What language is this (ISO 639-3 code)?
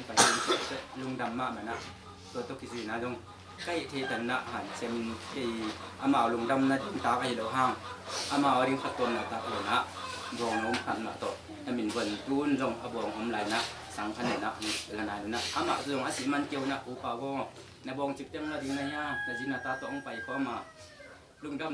ctd